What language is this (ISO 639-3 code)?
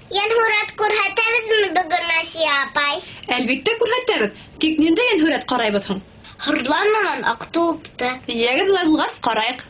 bak